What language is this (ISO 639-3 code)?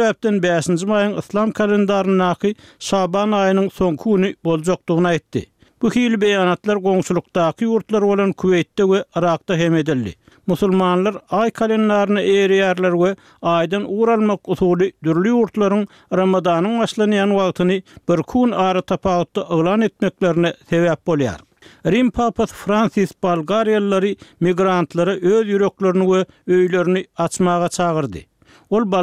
tuk